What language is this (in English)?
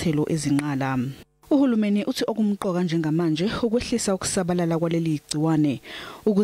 Zulu